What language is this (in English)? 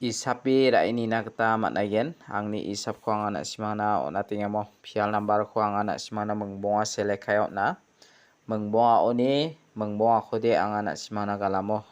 Garo